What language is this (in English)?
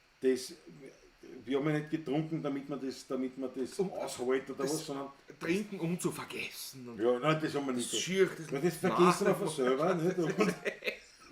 Bavarian